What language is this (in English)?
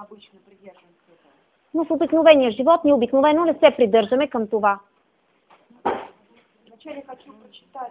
Bulgarian